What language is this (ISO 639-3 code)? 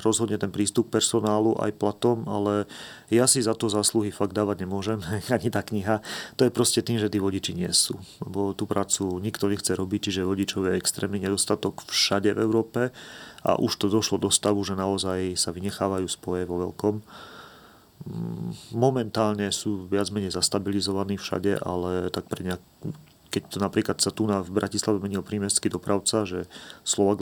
slk